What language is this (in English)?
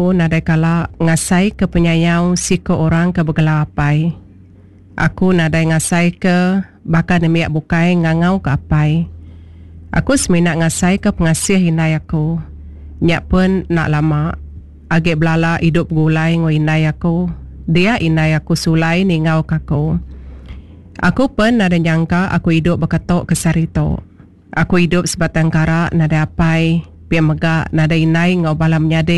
Iban